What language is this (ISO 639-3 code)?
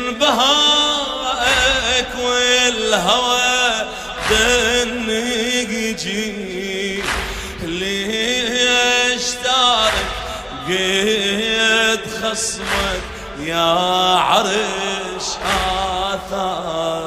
acm